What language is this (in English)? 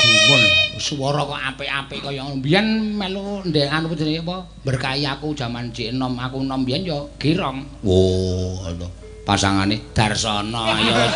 Javanese